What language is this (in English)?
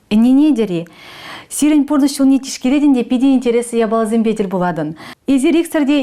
Chuvash